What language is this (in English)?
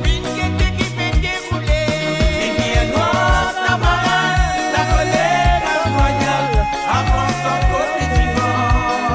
Morisyen